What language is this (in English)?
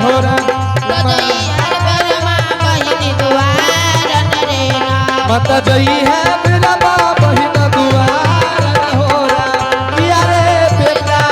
Angika